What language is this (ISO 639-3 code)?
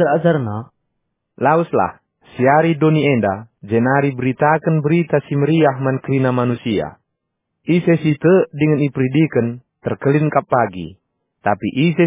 btx